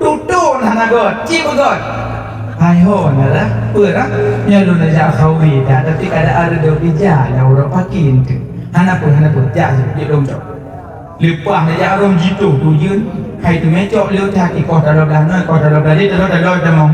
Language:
Achinese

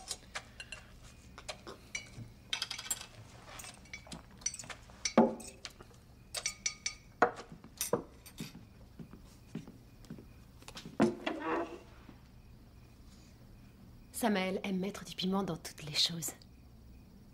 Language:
French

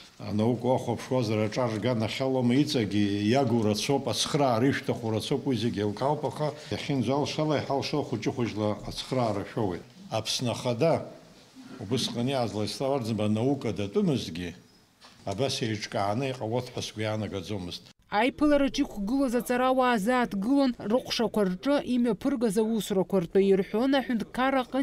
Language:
Abkhazian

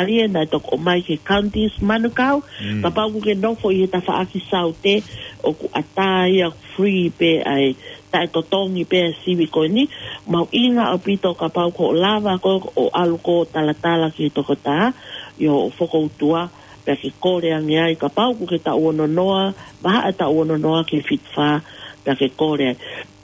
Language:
Tongan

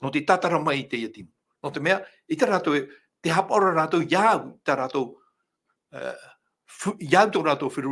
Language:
Tahitian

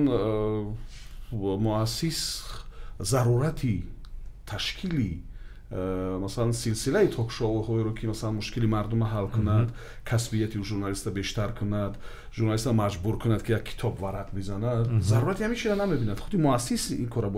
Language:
Tajik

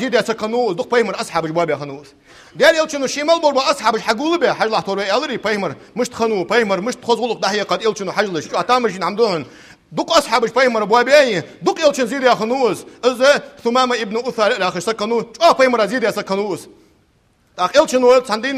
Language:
Ingush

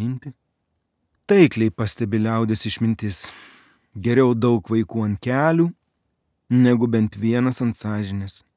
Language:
Lithuanian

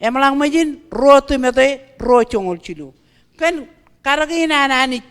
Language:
Marshallese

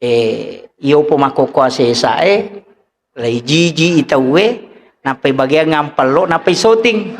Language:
Buginese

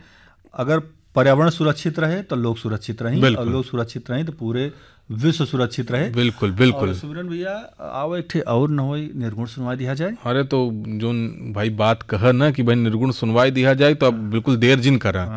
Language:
Bhojpuri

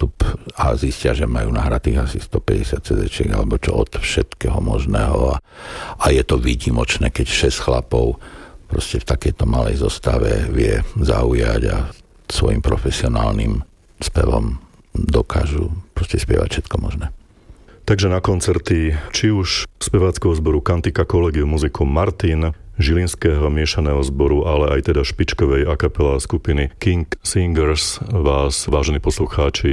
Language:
Slovak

